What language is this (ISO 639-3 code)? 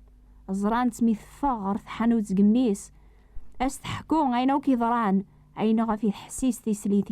kab